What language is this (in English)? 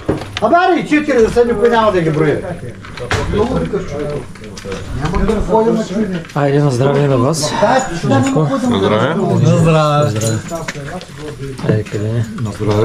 Bulgarian